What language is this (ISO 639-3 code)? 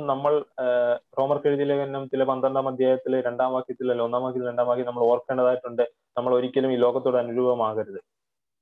mal